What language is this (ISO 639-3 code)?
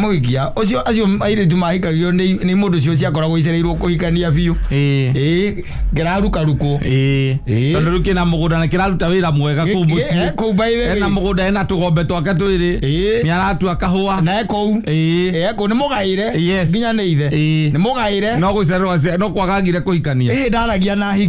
kik